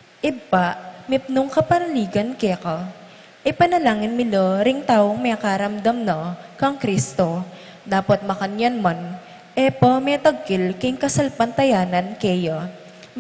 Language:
Pampanga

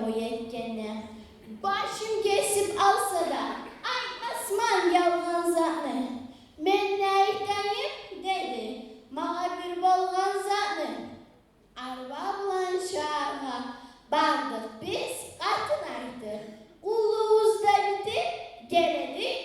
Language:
Kumyk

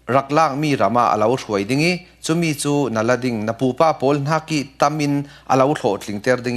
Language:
Falam Chin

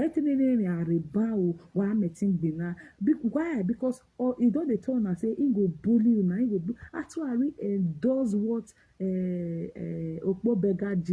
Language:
Nigerian Pidgin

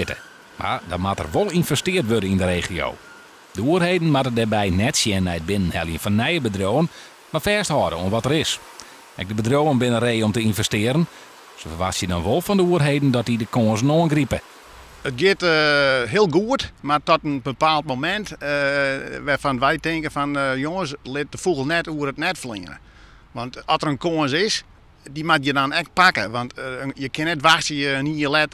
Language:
Western Frisian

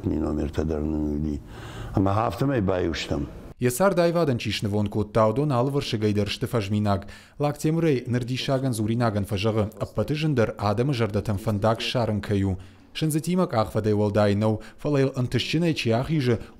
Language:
Ossetic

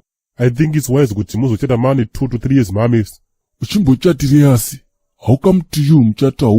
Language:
Shona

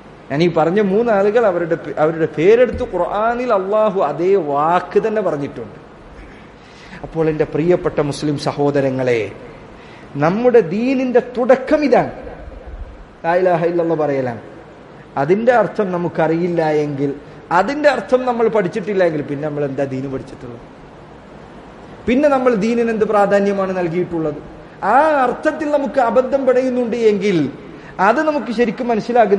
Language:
Malayalam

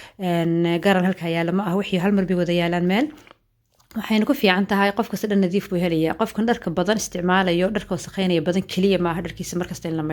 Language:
Somali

